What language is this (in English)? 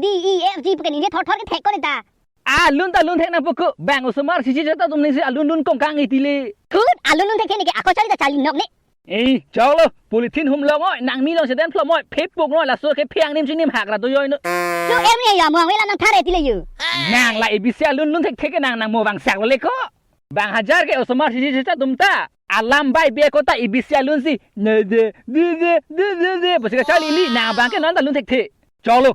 Karbi